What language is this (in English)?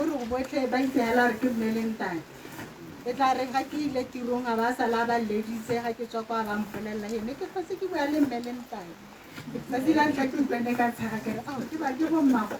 Tswana